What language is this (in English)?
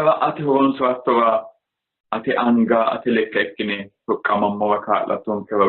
Sidamo